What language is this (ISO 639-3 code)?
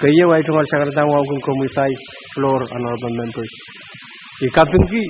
pon